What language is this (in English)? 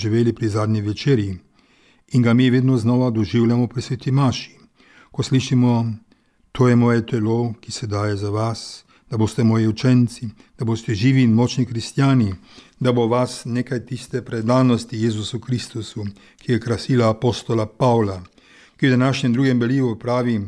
Slovenian